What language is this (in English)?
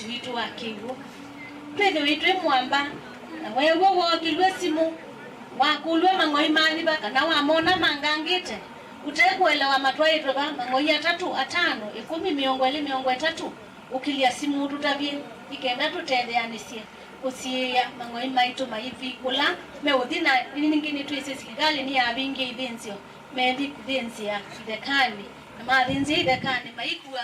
Kamba